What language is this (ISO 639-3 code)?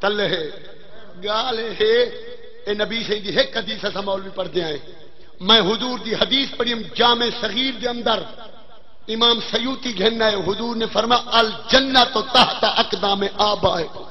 skr